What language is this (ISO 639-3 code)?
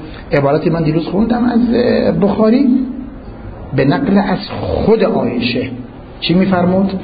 fas